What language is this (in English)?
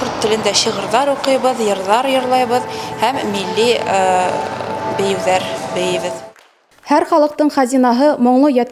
Bashkir